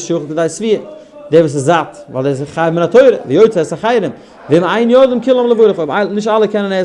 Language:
Yiddish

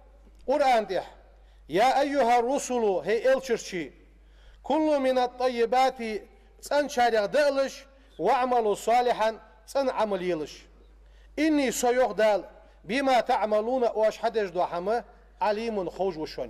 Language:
Ingush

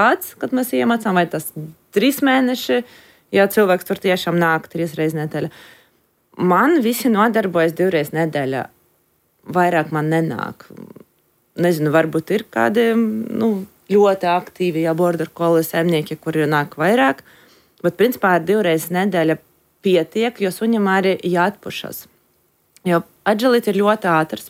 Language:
Latvian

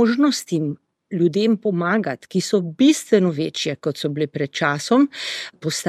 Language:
Slovenian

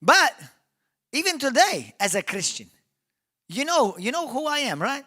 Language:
English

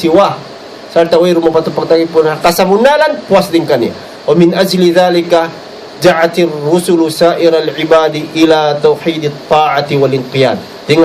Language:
Tausug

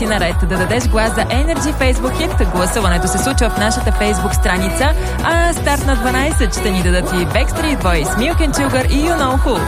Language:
Bulgarian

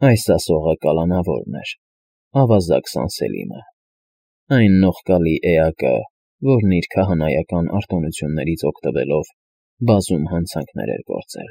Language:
Armenian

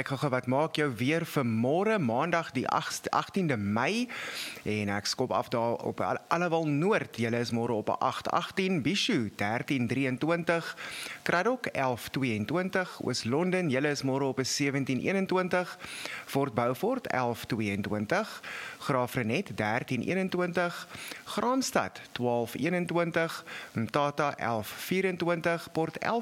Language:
Afrikaans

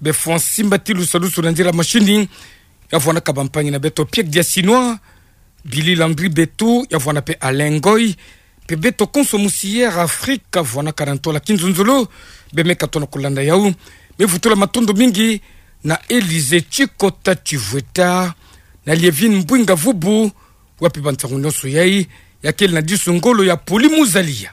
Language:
Kituba (Democratic Republic of Congo)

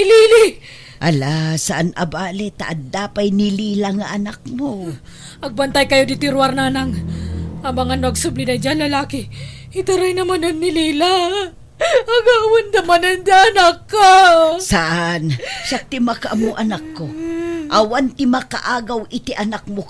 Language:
Iloko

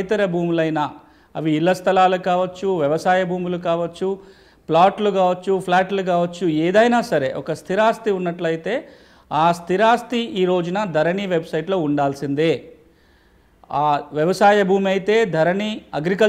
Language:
Telugu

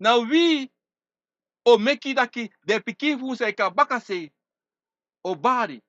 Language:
Sranan Tongo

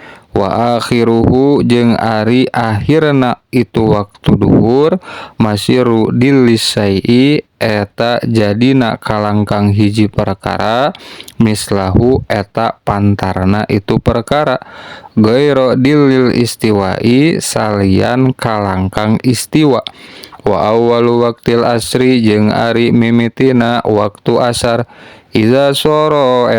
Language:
Sundanese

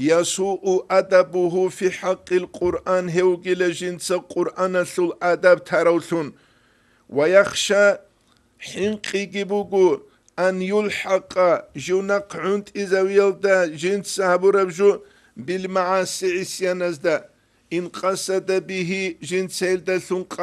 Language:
Avaric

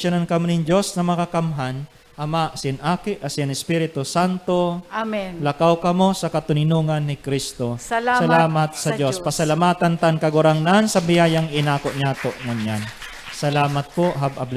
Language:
Bikol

